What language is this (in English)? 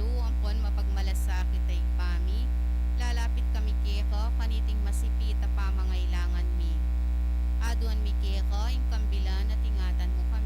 Pampanga